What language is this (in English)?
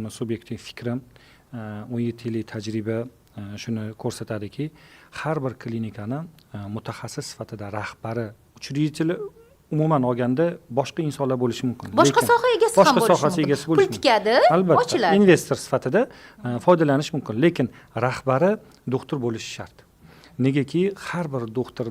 Uzbek